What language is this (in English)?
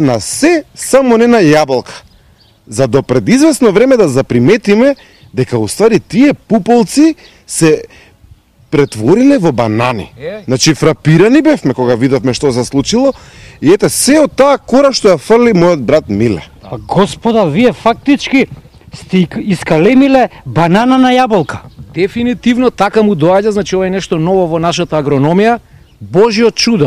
Macedonian